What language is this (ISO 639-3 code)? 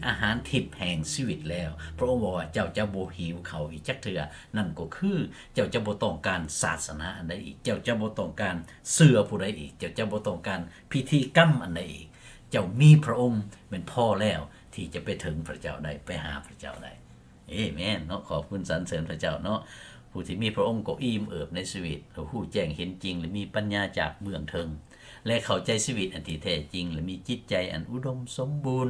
lao